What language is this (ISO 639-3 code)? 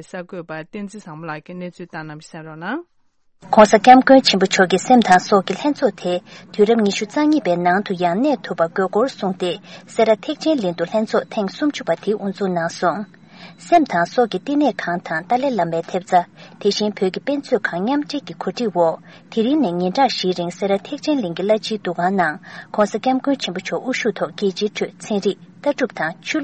bod